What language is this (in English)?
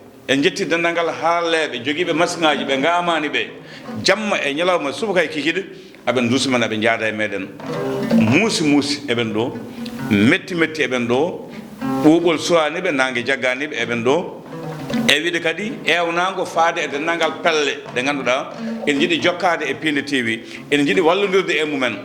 Fula